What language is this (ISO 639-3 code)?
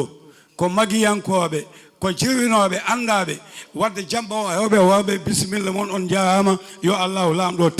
ful